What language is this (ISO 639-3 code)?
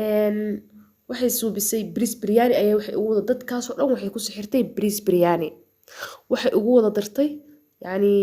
som